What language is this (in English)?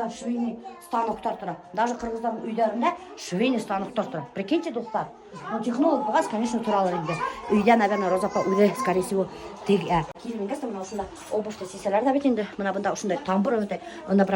Bashkir